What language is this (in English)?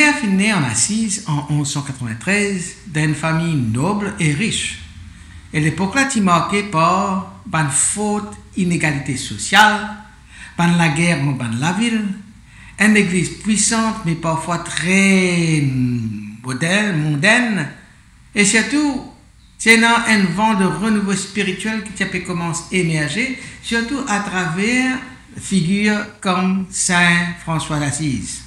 Morisyen